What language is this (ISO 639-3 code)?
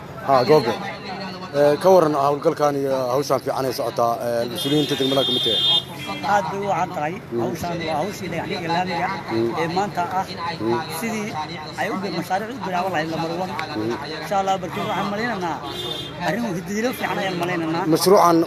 som